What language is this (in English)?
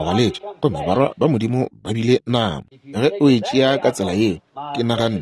Northern Sotho